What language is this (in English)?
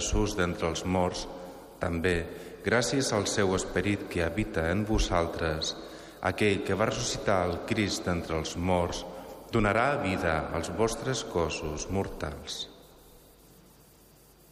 Catalan